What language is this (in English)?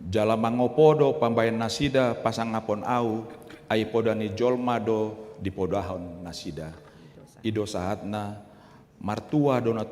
Batak Toba